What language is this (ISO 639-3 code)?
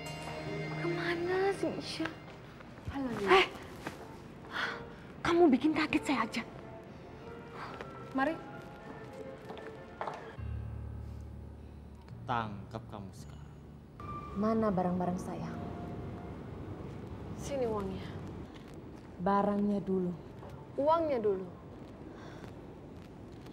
ind